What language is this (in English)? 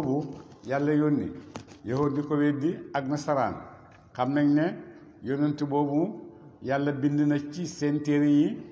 Wolof